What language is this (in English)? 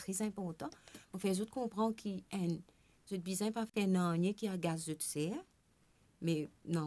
Morisyen